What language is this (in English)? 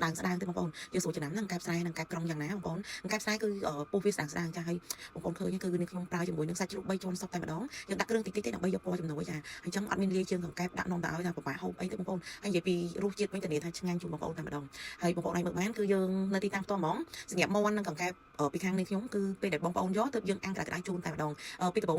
Khmer